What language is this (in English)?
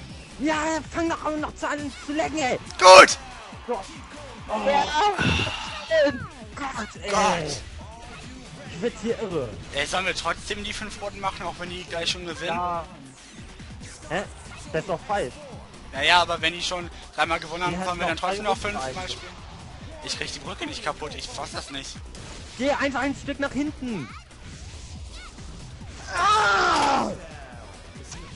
German